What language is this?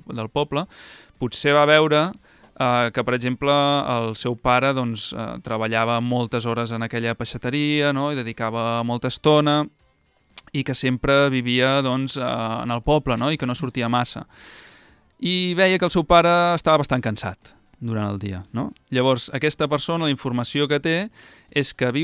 Catalan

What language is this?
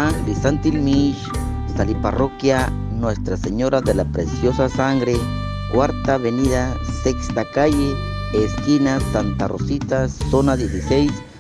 Kekchí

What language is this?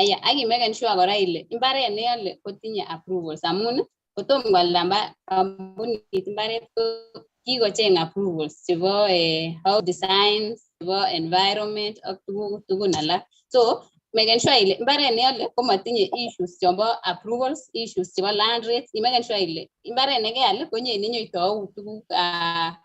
Kalenjin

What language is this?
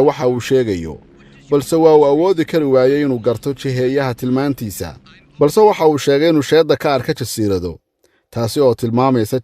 Somali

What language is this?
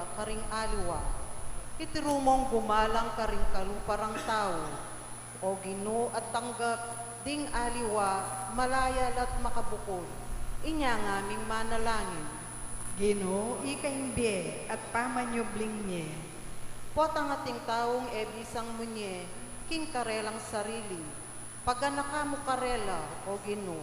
Pampanga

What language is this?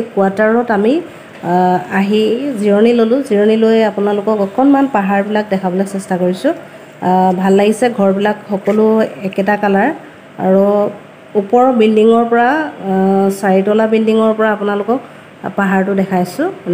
Assamese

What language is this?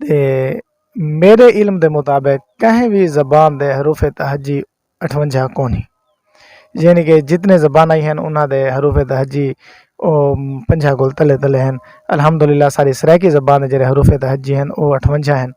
Saraiki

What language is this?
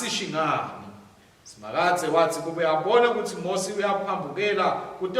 Swati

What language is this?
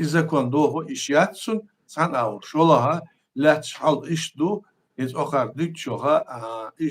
Chechen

